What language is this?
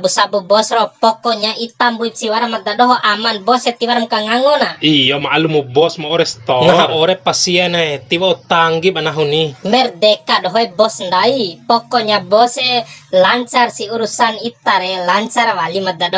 Bima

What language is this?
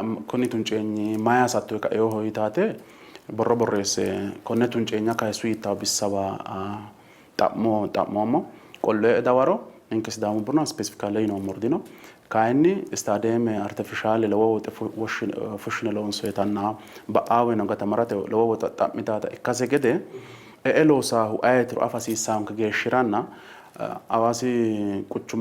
Sidamo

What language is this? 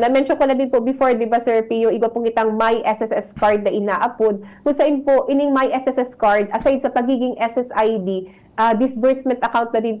Bikol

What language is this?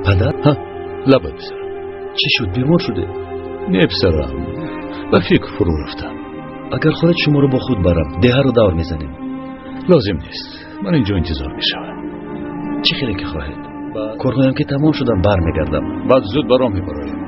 Tajik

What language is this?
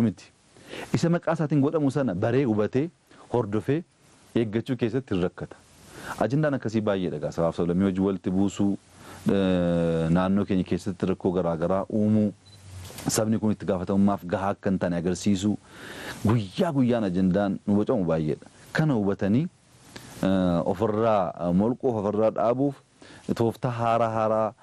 Oromo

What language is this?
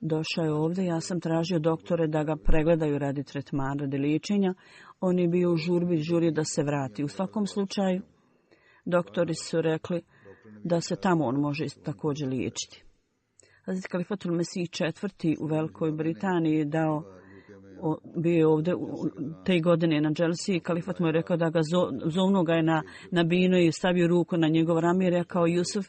Bosnian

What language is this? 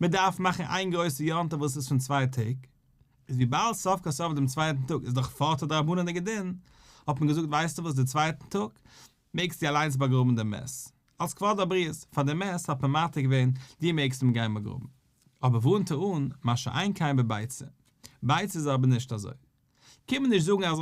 Yiddish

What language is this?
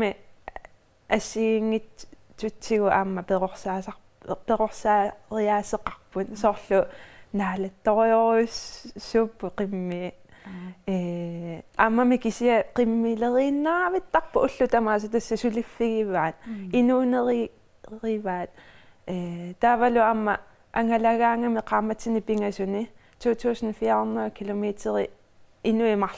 Kalaallisut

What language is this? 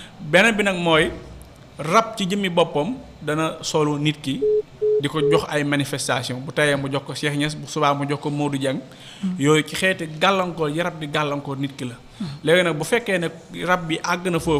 Wolof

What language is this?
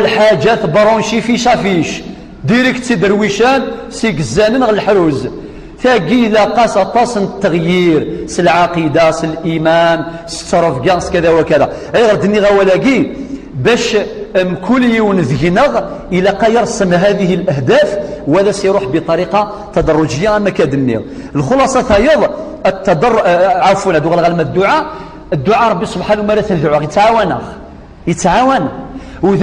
Kabyle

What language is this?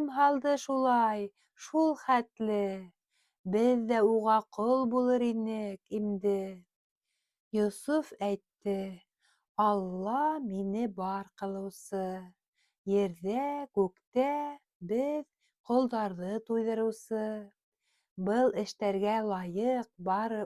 Bashkir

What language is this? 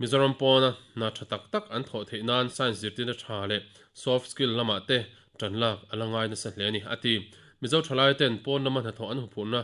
Mizo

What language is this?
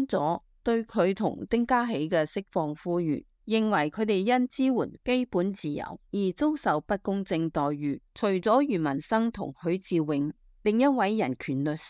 Cantonese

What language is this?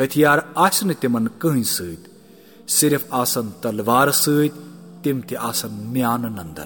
Kashmiri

